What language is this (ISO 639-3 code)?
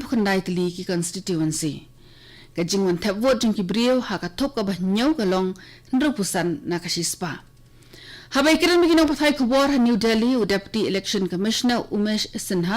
kha